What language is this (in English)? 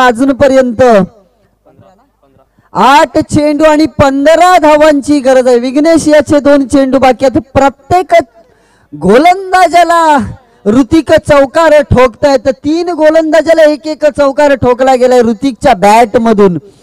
Marathi